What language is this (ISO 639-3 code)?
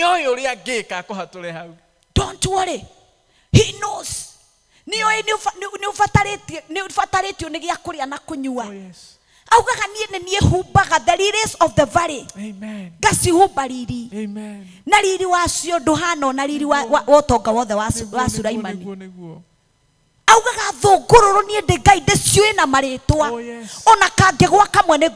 kik